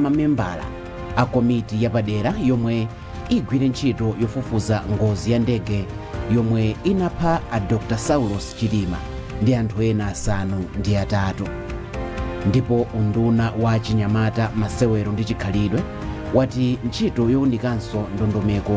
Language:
Nyanja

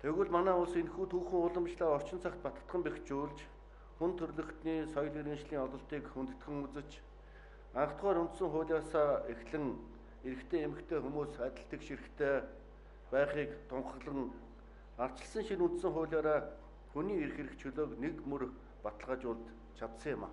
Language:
Mongolian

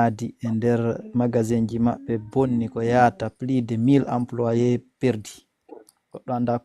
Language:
Fula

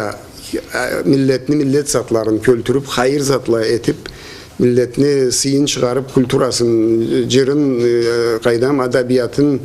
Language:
Karachay-Balkar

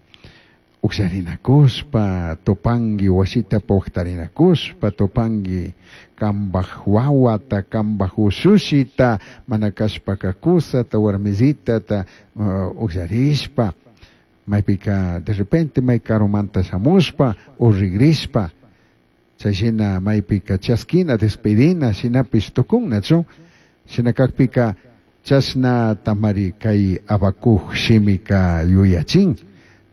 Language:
Chimborazo Highland Quichua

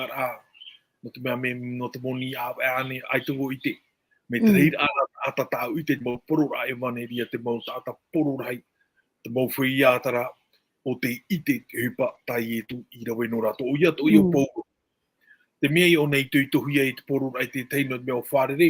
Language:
Tahitian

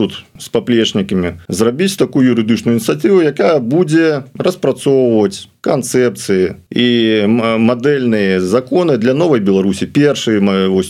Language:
Belarusian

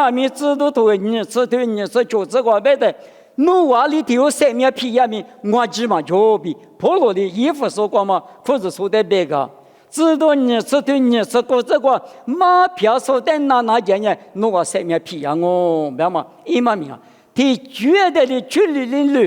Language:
Lisu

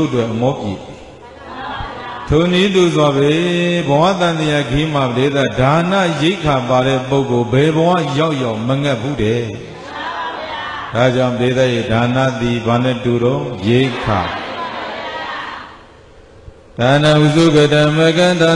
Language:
Burmese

